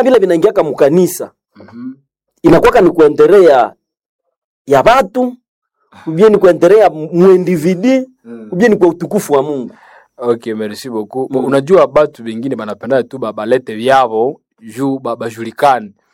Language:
Swahili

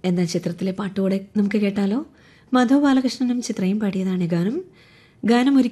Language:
Malayalam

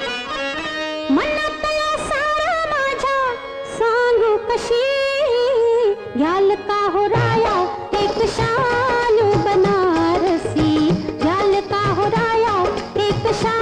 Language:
Marathi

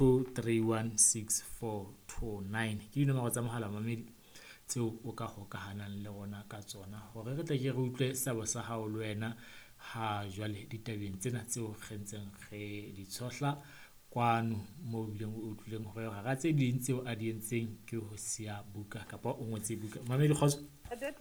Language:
Southern Sotho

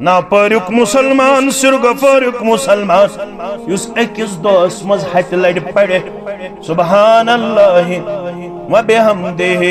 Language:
Kashmiri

